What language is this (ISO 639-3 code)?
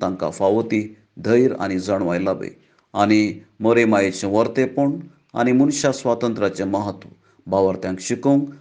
kok